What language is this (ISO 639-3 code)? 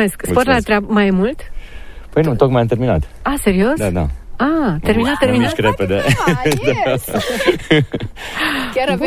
ron